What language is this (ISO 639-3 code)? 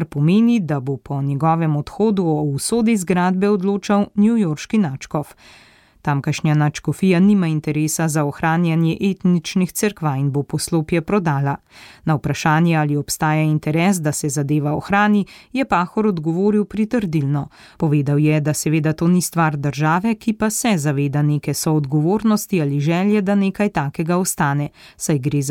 slv